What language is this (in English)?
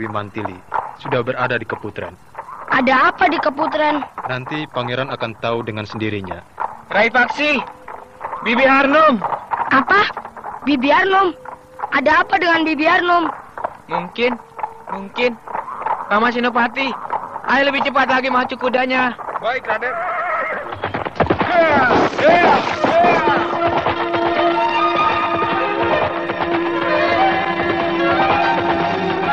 Indonesian